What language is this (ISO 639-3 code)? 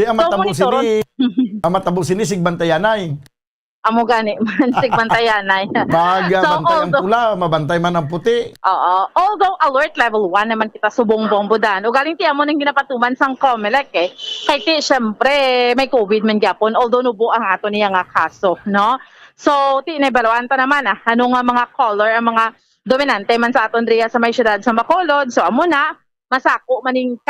hil